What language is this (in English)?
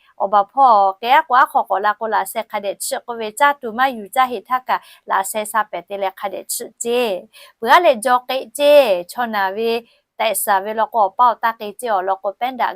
Lahu